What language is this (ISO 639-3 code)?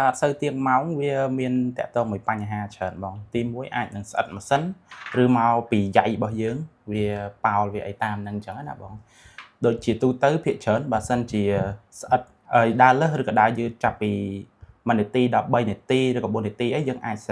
khm